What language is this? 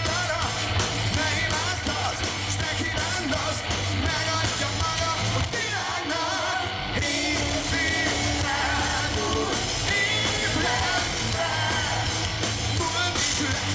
Hungarian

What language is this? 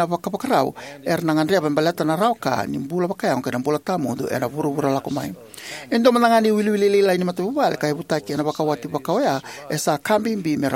Fijian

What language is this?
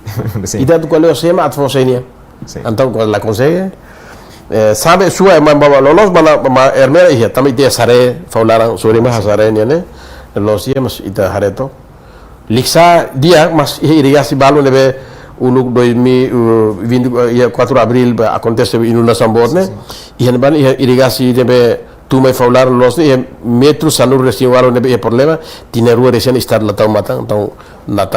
Tetum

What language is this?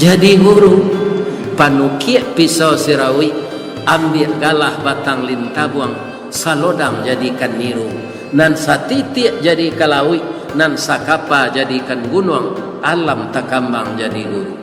Minangkabau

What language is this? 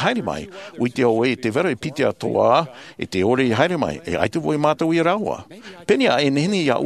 Tahitian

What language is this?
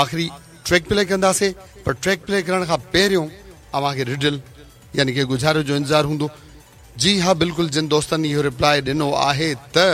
Sindhi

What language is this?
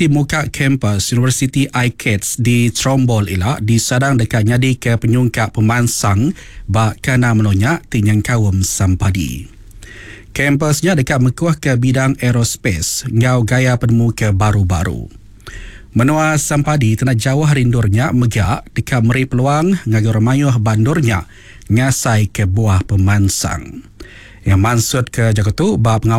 Iban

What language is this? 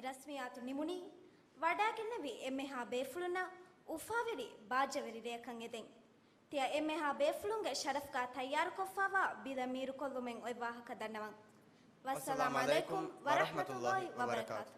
Divehi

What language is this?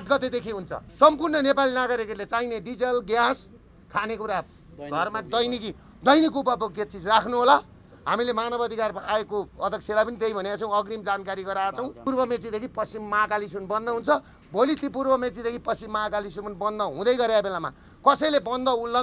Nepali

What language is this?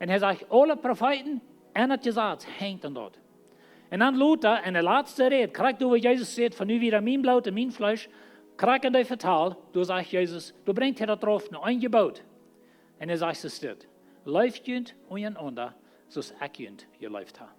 Plautdietsch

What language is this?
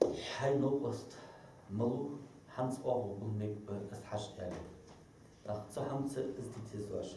Ingush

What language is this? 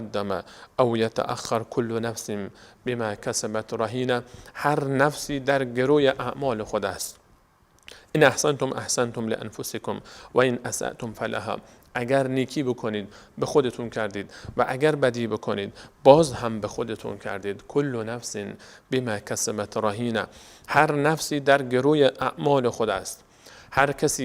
Persian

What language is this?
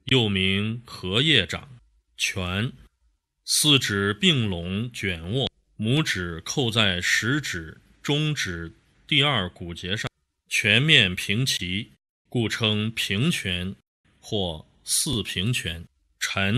Chinese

